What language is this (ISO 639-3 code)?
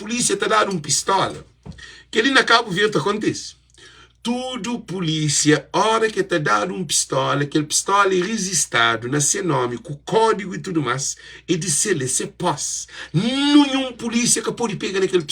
kea